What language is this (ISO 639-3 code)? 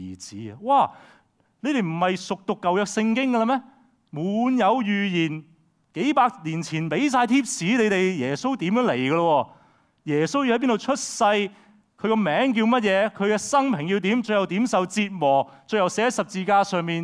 yue